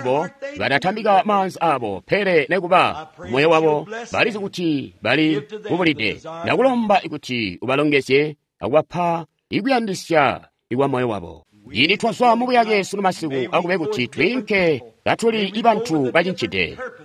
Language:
Tonga (Zambia)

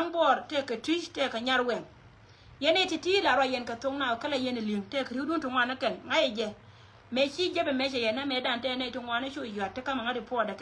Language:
Nuer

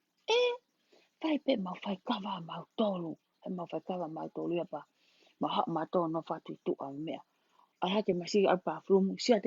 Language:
Tongan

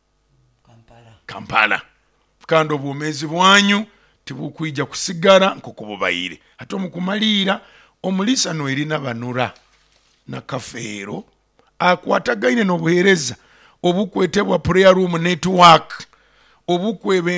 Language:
Nyoro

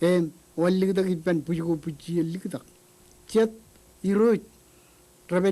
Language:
Marshallese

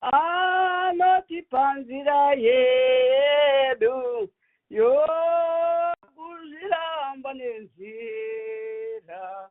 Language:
Shona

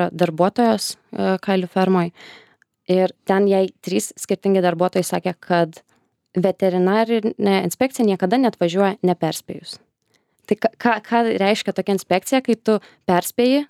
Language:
Lithuanian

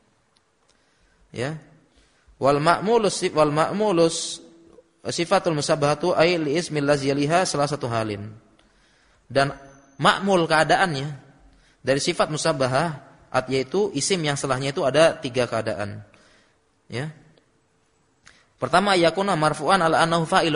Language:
Indonesian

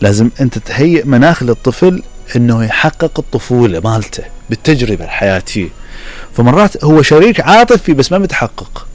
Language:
Mesopotamian Arabic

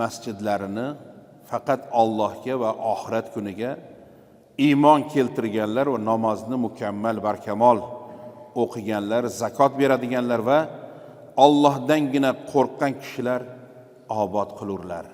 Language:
Uzbek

